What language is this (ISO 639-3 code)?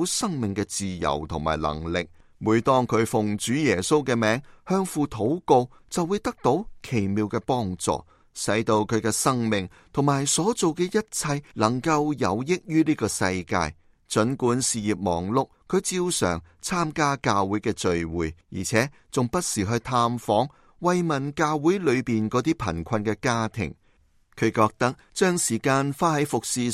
yue